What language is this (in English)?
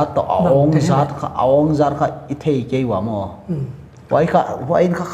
Paite Chin